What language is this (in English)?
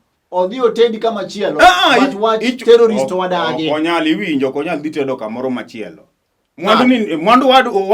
Luo (Kenya and Tanzania)